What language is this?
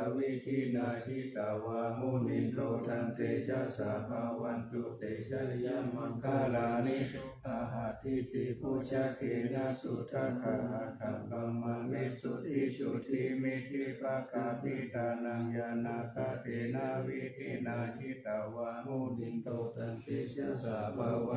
Pali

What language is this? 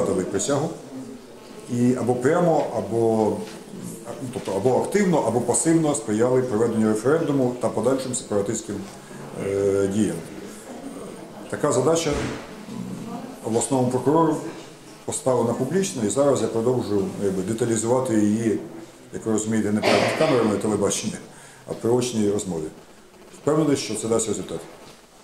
Ukrainian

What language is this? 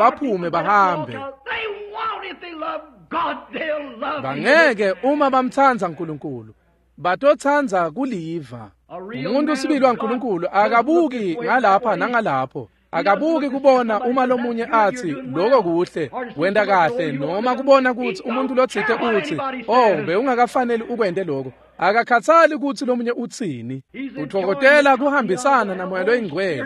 Swati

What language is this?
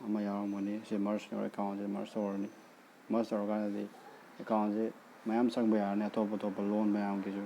Manipuri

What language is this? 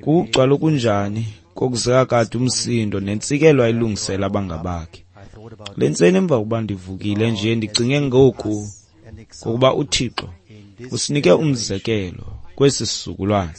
Xhosa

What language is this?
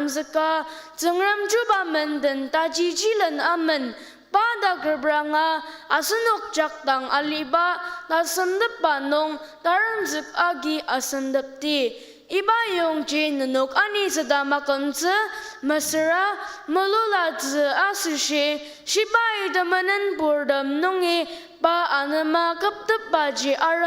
Ao Naga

